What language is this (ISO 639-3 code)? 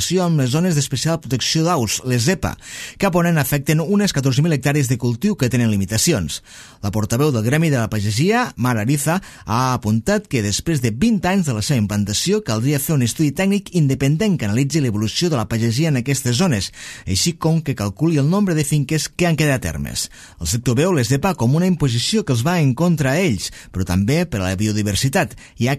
cat